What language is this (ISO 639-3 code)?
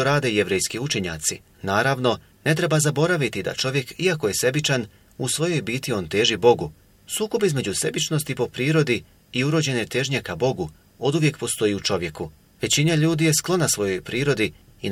bos